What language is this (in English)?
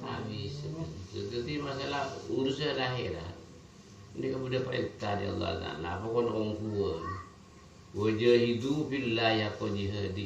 Madurese